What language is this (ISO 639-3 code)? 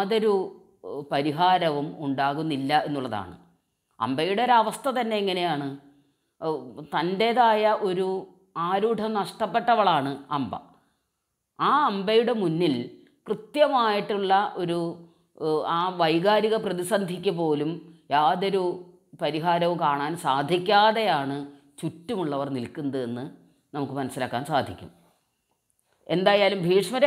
mal